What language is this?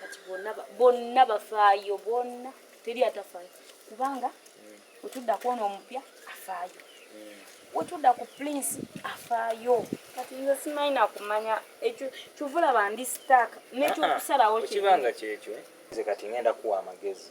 Ganda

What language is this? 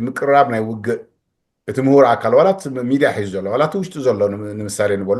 Tigrinya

